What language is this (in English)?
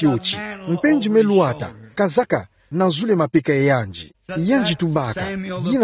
Kituba (Democratic Republic of Congo)